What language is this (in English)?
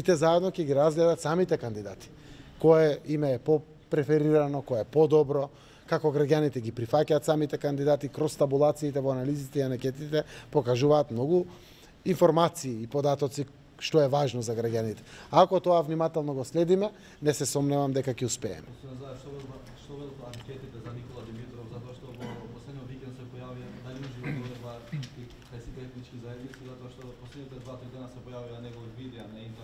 Macedonian